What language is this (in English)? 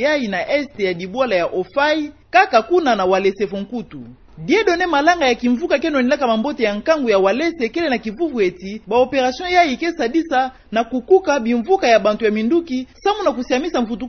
Kituba (Democratic Republic of Congo)